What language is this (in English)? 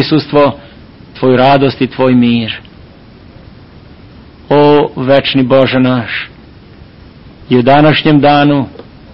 Serbian